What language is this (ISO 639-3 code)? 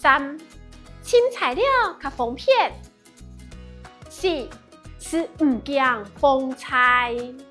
hak